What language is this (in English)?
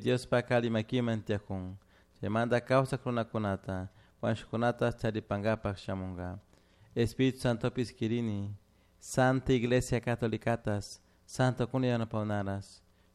Chimborazo Highland Quichua